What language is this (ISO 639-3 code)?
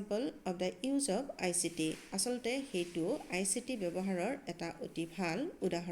asm